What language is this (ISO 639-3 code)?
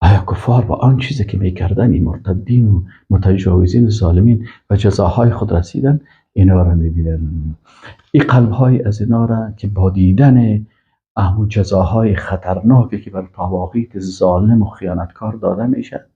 fas